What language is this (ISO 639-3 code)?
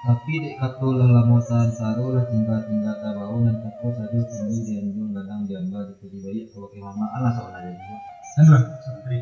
min